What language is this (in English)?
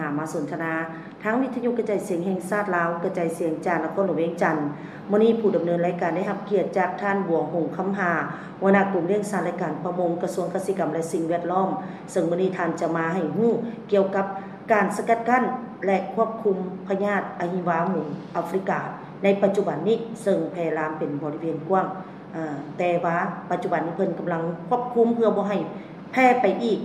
Lao